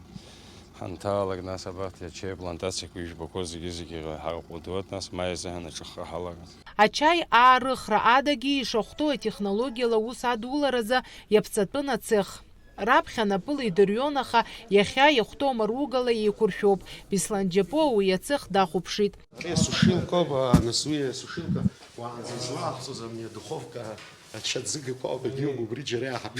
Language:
Abkhazian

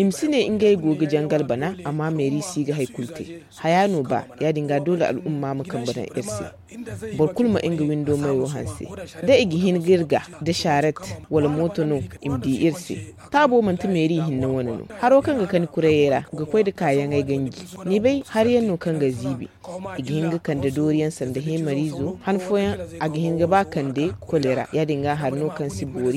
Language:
Zarma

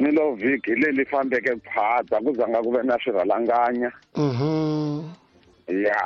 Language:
Tsonga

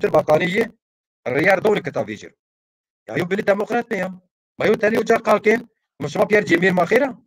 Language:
Zaza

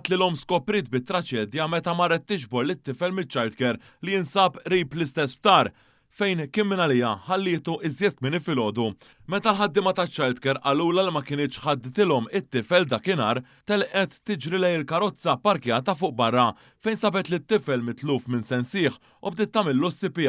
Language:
Maltese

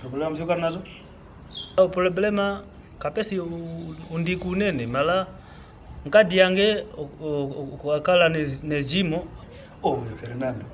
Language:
Kwangali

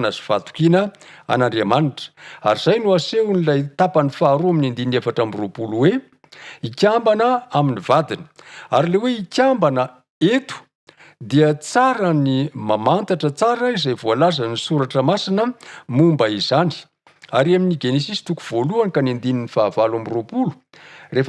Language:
Malagasy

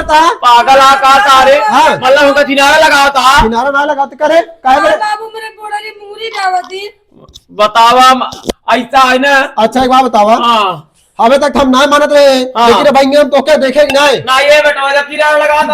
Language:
Awadhi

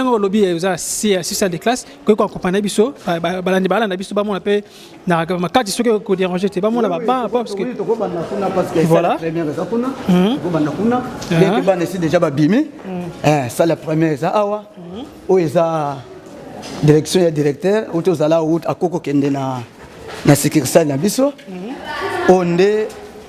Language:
Lingala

